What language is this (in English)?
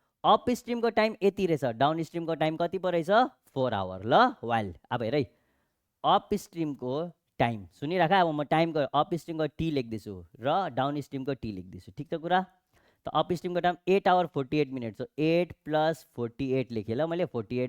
Nepali